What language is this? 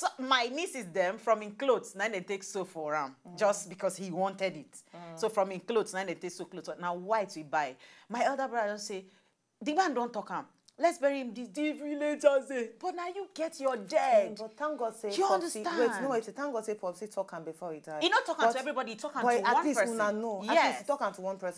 Nigerian Pidgin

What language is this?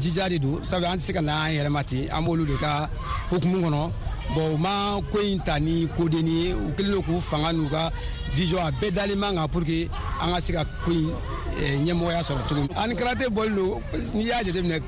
Bambara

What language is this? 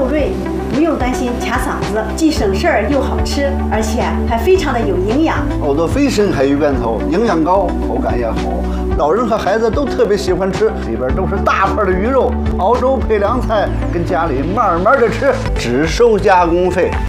Chinese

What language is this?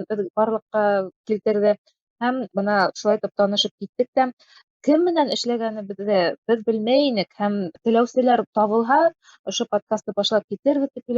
Bashkir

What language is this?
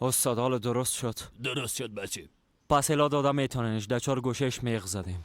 Persian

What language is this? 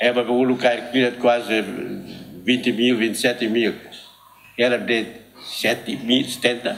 Tetum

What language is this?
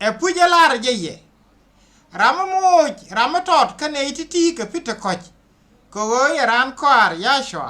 Nuer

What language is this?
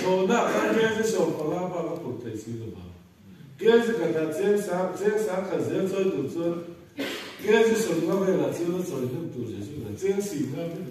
Mizo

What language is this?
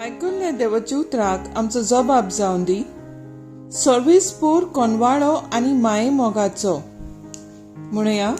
Konkani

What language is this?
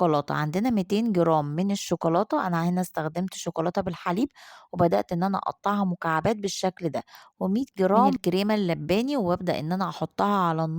Egyptian Arabic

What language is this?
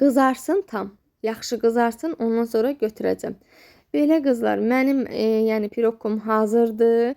Azerbaijani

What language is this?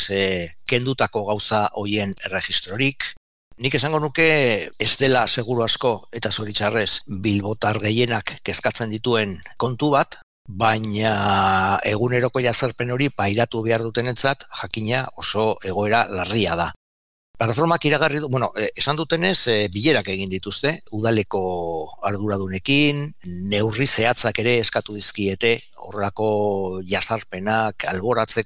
Basque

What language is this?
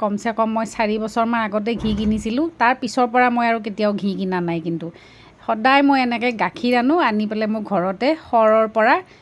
Assamese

